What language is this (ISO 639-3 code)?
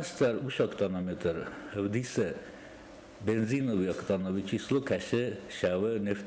oss